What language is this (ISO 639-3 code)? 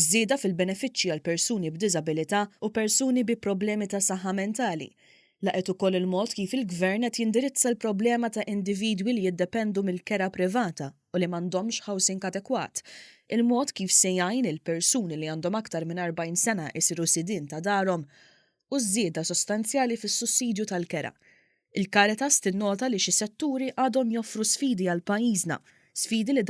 mlt